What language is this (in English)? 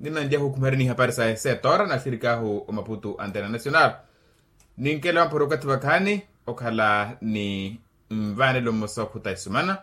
Makhuwa